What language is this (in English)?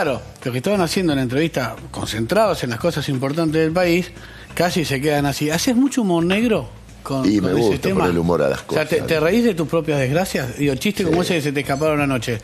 Spanish